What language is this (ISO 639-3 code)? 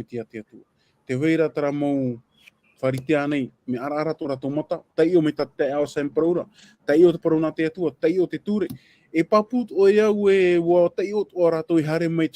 tah